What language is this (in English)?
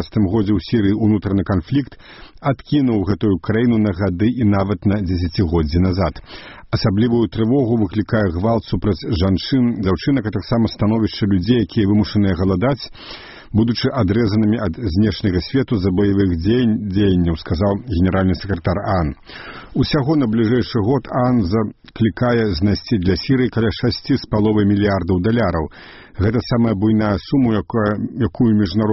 Belarusian